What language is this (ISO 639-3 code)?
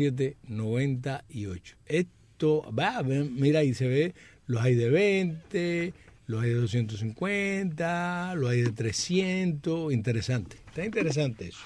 spa